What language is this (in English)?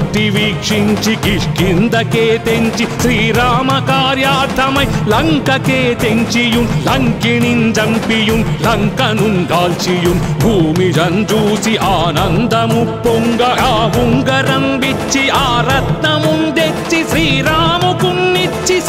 Telugu